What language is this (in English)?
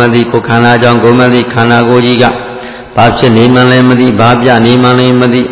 Burmese